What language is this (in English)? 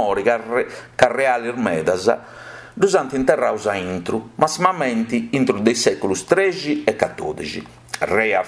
Sardinian